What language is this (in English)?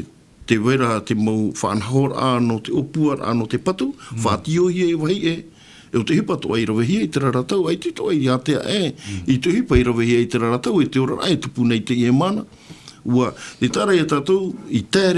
Tahitian